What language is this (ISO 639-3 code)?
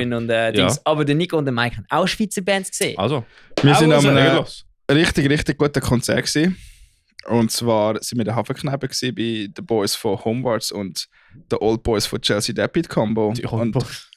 gsw